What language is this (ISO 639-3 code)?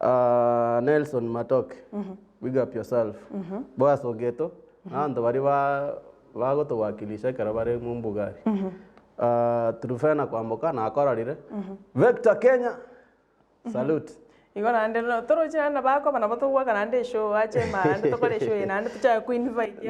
guz